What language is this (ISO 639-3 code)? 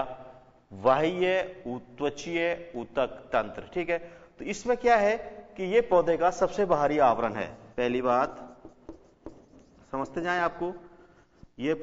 hin